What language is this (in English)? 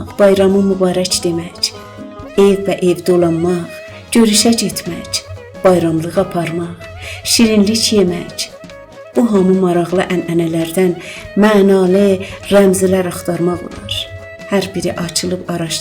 South Azerbaijani